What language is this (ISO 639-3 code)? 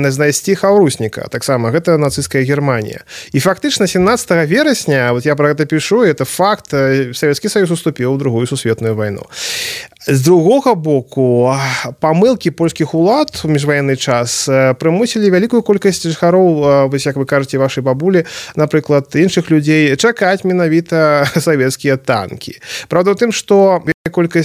bel